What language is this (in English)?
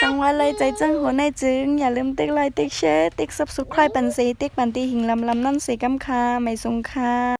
Shan